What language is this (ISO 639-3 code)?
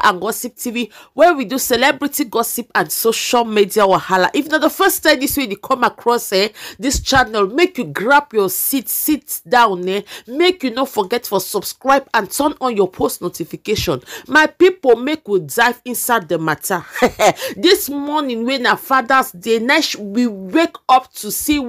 pcm